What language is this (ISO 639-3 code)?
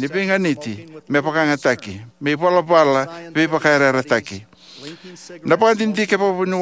fij